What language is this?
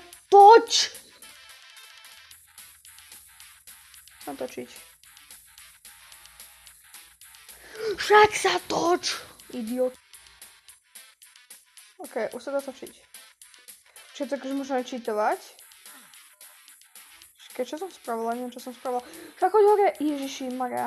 Slovak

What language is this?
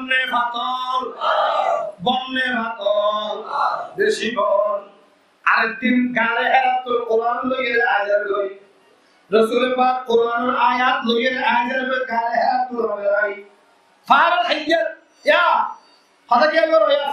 Rohingya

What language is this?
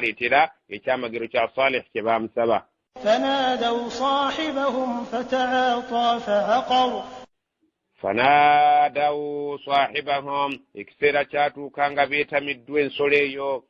Ganda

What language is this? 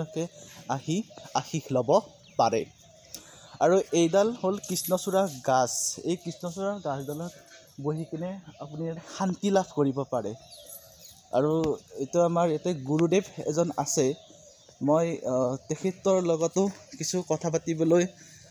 Assamese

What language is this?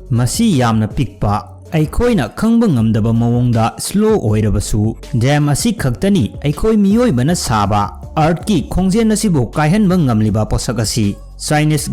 Manipuri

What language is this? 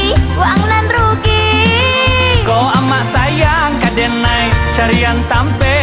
Minangkabau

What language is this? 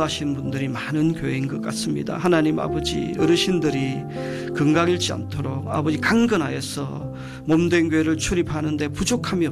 Korean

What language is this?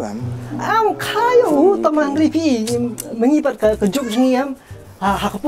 Khasi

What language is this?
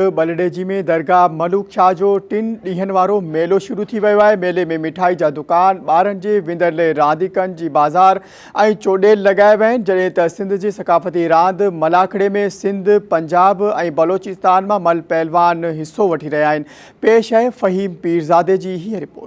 Sindhi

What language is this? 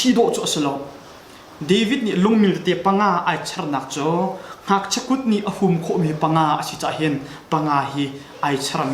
Hakha Chin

